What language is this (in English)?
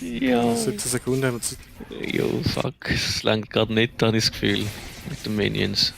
Swiss German